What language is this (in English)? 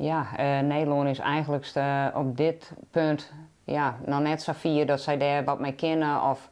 Western Frisian